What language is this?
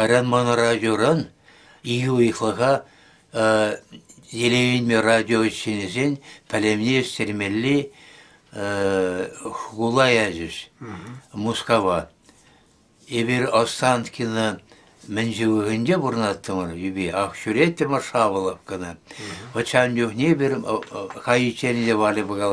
Chuvash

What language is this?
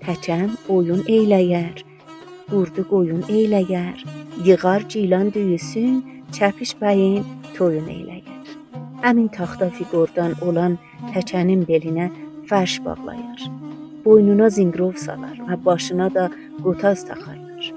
South Azerbaijani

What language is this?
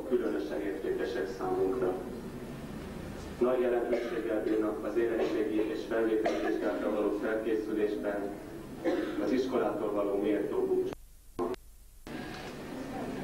Hungarian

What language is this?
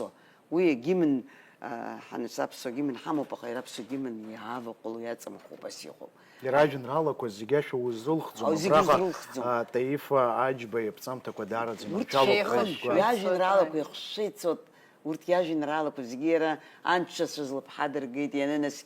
Abkhazian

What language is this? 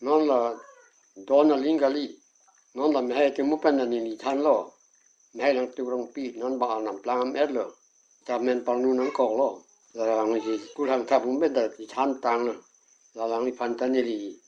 Karbi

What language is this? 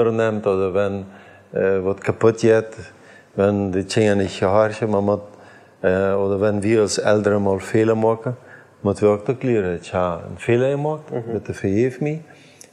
Plautdietsch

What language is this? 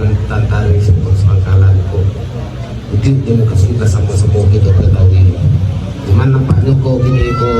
Minangkabau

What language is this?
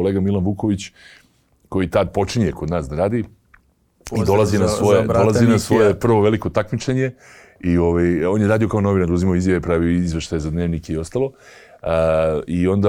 Serbian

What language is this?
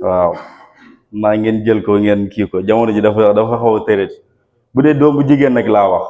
Wolof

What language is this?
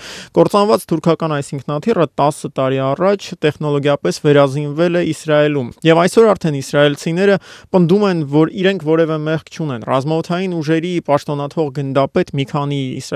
Armenian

